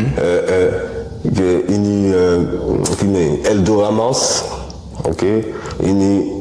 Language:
Guadeloupean Creole French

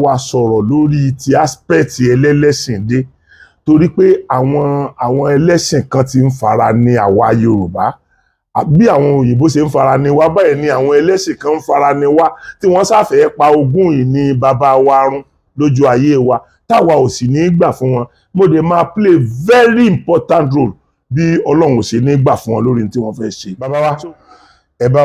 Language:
Yoruba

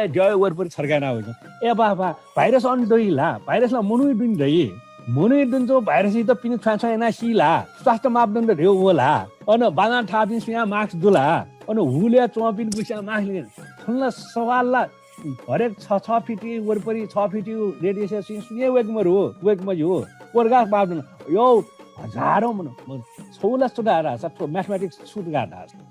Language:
Newari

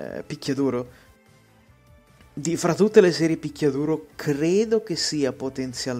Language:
Italian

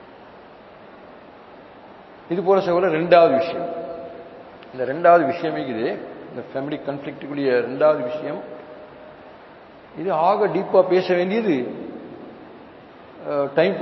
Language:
Tamil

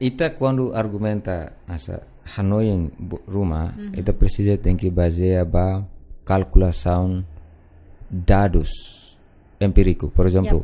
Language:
Tetum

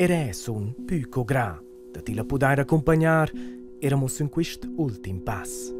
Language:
Romansh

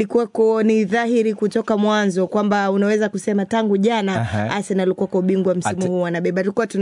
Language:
Swahili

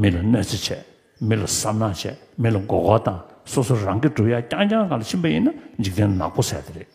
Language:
Tibetan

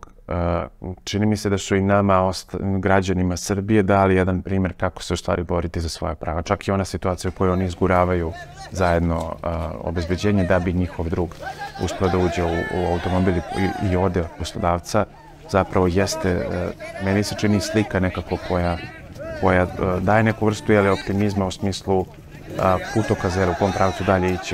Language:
Serbian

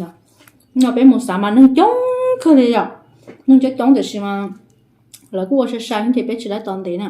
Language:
Hmong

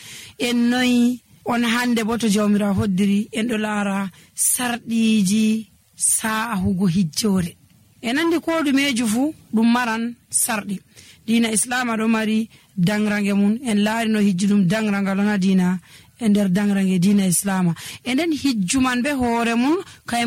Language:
Nigerian Fulfulde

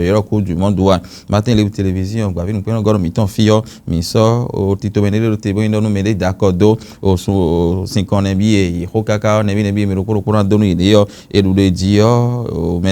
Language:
Fon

